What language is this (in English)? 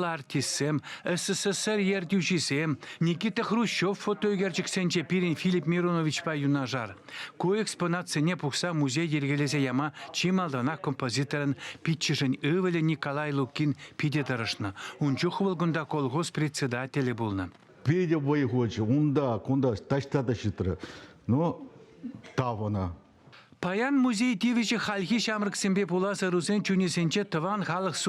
Chuvash